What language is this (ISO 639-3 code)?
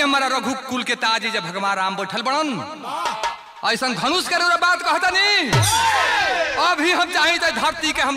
bho